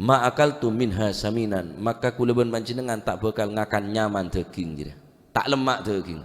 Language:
Madurese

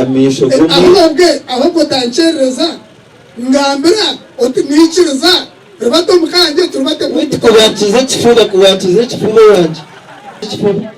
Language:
Nyankole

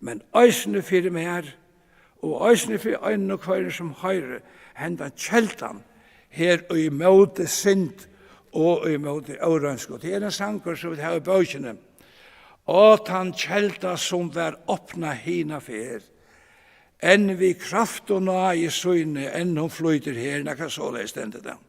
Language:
Faroese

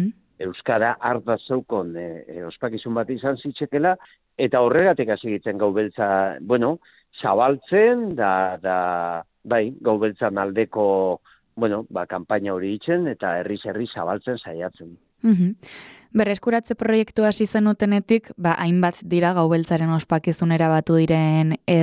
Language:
Basque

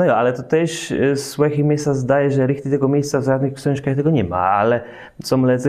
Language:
Kashubian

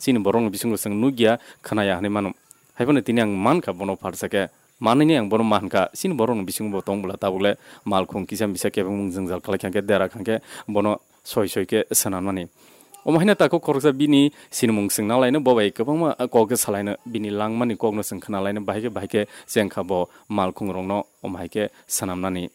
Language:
Kok Borok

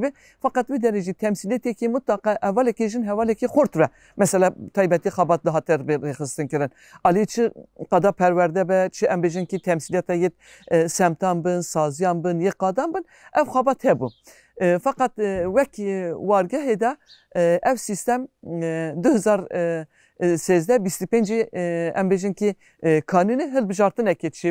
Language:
Kurdish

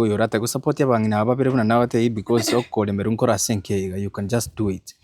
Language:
Gusii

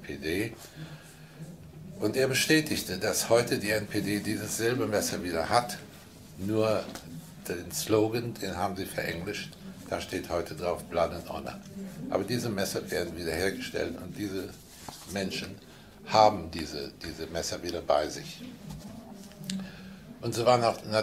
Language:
German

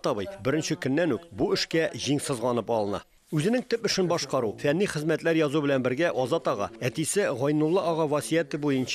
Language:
Tatar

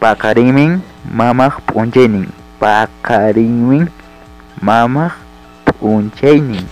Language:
Ayacucho Quechua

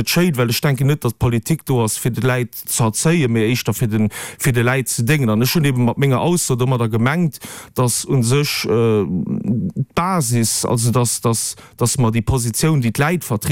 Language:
Luxembourgish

